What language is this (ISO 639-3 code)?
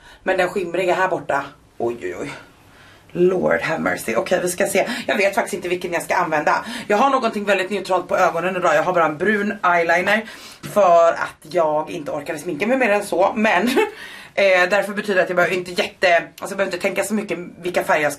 swe